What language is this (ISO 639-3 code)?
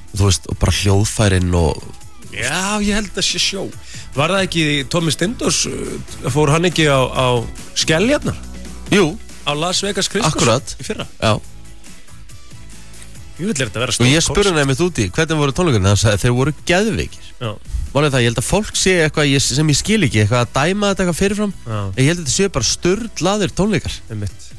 isl